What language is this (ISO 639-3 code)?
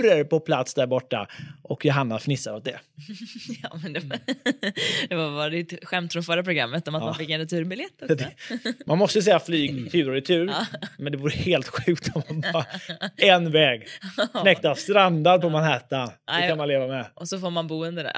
swe